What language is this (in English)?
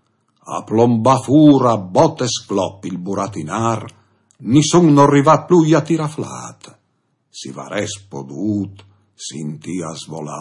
Friulian